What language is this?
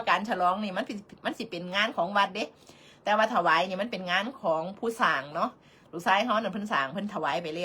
Northeastern Thai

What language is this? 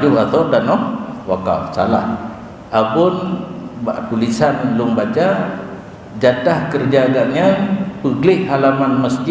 Achinese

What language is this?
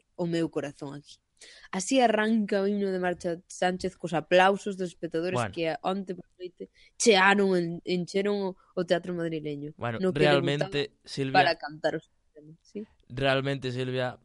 Galician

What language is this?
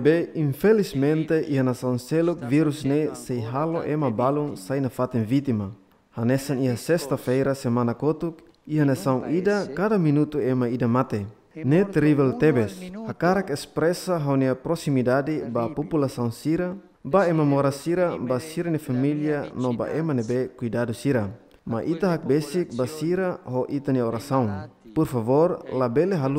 Tetum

